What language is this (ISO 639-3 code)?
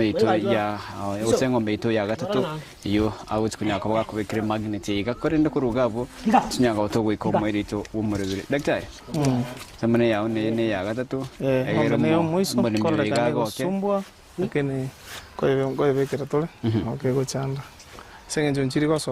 guz